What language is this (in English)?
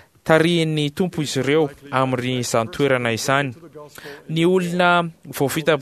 Malagasy